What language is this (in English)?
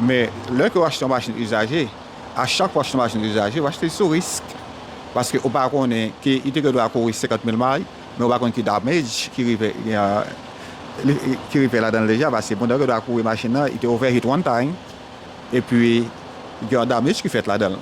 Haitian Creole